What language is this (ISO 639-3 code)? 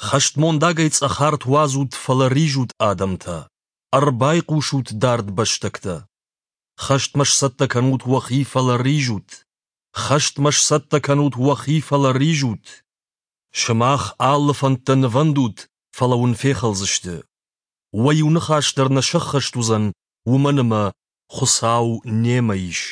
oss